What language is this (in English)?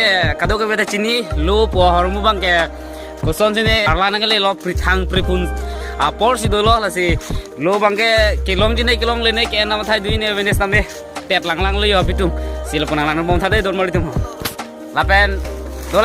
Karbi